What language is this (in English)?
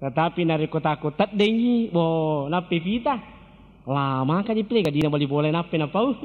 Buginese